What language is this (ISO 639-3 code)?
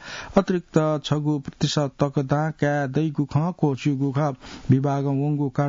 new